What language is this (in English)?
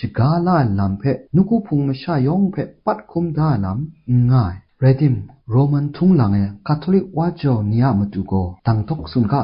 Kachin